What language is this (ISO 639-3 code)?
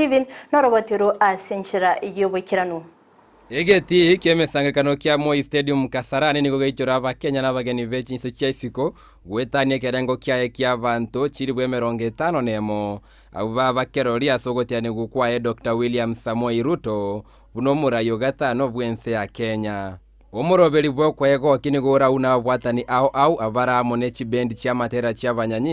guz